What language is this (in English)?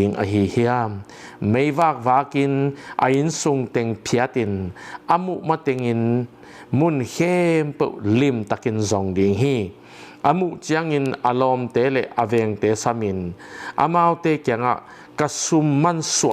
Tedim Chin